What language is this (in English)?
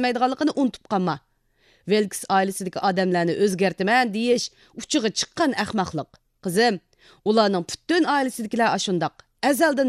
Uyghur